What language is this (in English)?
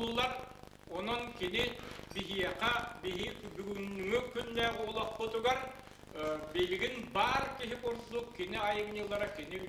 Yakut